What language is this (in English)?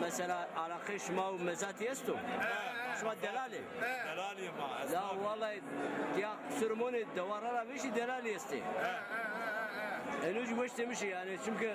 Zaza